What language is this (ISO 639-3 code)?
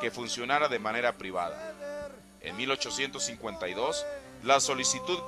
spa